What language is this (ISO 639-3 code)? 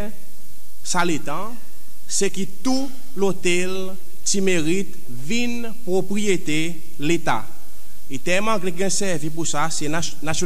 crs